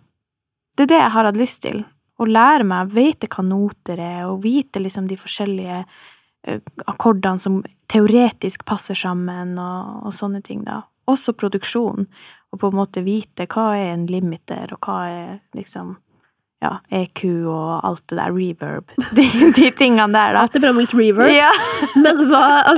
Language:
Norwegian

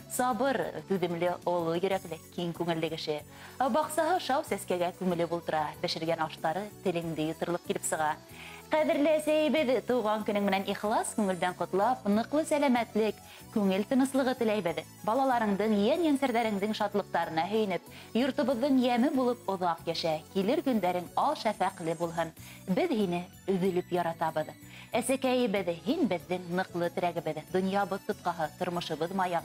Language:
Bashkir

